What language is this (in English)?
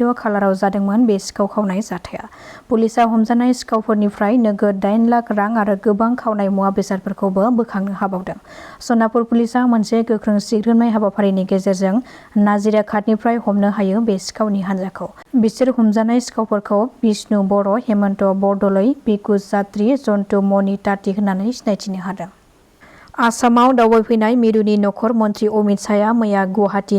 Bodo